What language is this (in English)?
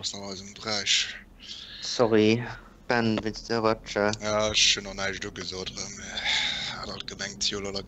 Luxembourgish